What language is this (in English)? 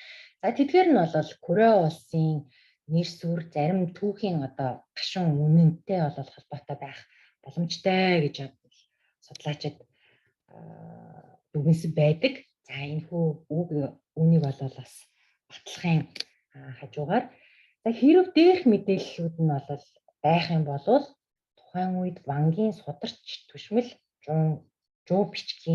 Mongolian